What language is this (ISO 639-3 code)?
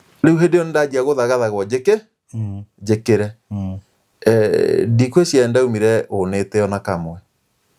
kik